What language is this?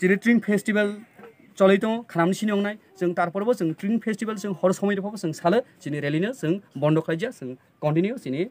Kok Borok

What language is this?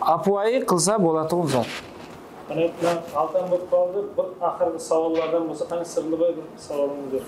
Kara-Kalpak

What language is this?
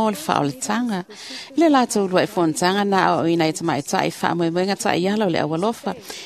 Samoan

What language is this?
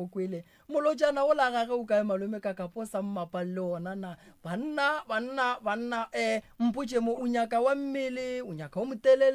Northern Sotho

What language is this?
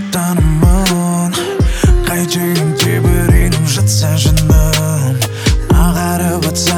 Kazakh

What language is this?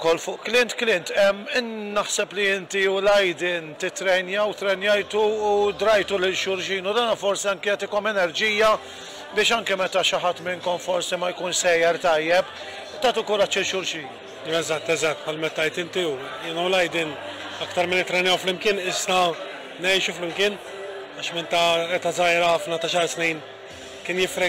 Maltese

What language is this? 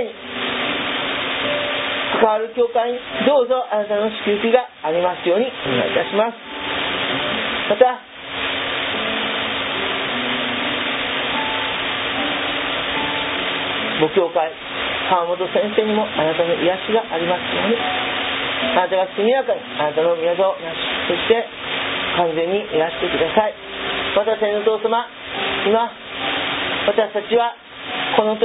Japanese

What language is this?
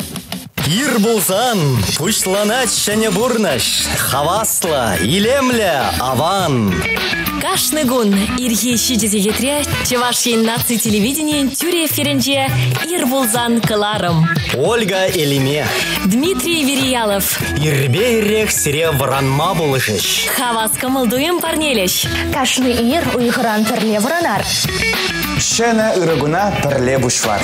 Chuvash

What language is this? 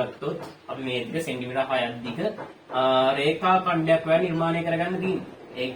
Sinhala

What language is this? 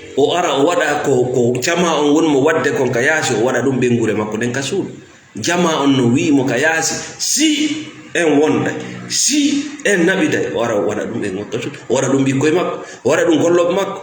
Fula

